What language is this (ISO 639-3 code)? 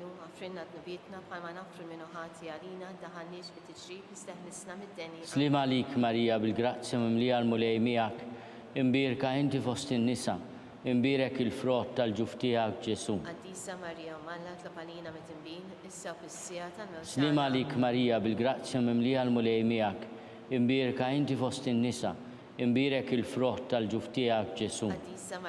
mlt